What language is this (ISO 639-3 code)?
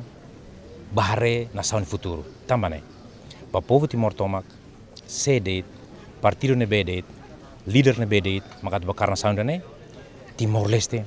tet